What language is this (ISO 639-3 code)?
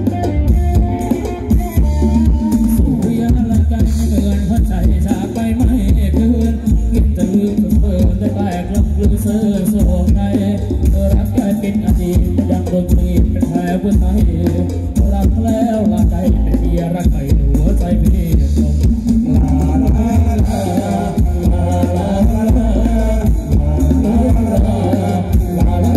tha